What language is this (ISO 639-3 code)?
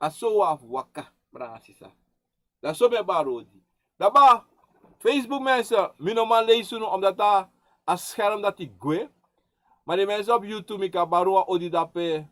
srn